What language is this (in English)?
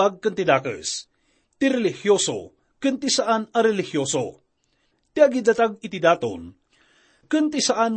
Iloko